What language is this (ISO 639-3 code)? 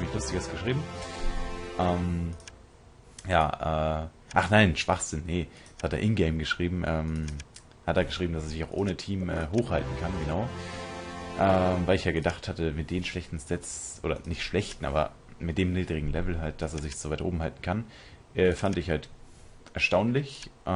deu